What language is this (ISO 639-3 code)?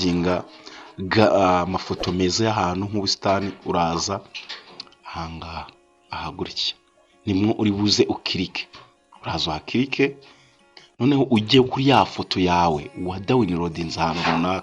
kin